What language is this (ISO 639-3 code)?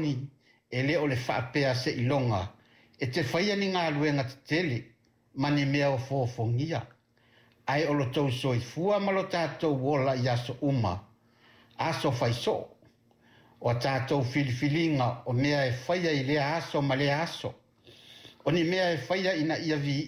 smo